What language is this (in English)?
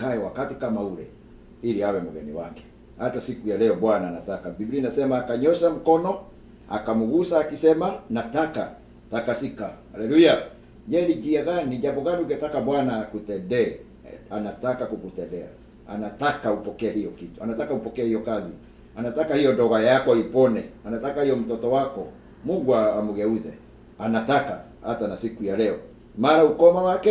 Swahili